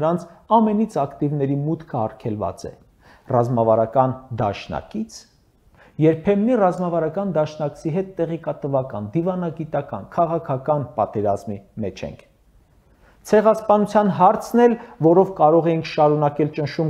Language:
Armenian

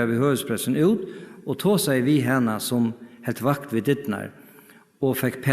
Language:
Faroese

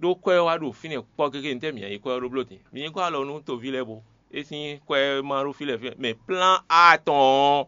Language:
Fon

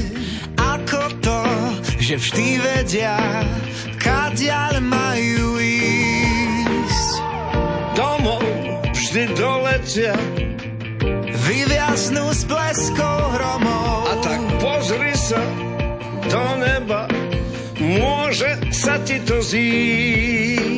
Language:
Slovak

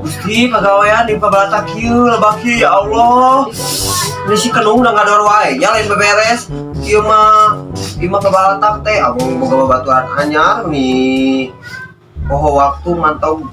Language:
Sundanese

